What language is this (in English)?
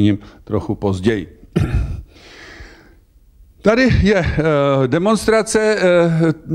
Czech